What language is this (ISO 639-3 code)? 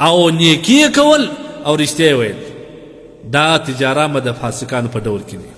pus